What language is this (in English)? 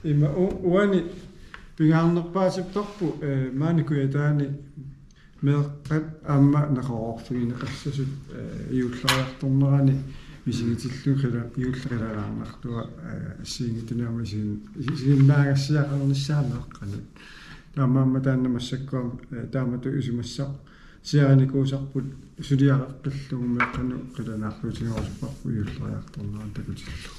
Kalaallisut